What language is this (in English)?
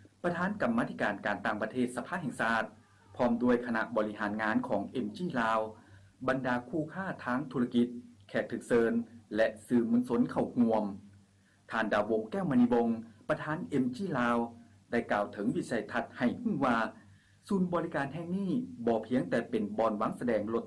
Lao